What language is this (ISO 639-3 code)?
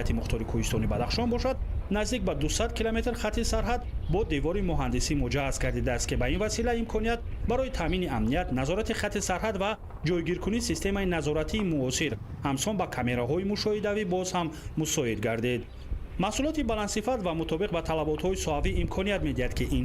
tgk